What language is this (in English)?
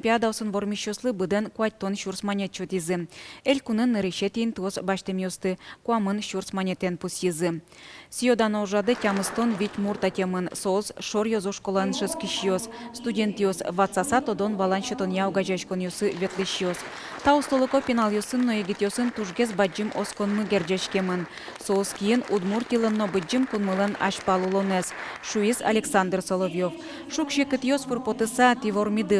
Udmurt